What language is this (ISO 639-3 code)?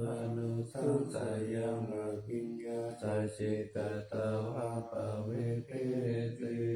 pli